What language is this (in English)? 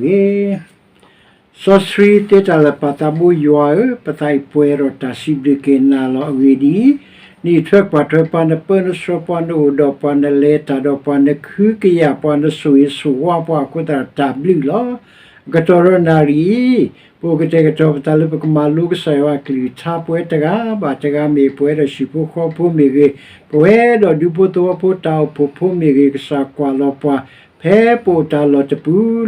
S'gaw Karen